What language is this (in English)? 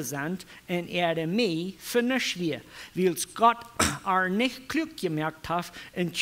Plautdietsch